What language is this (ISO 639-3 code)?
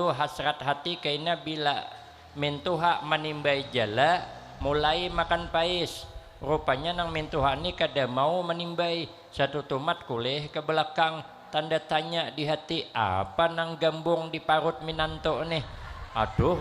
bjn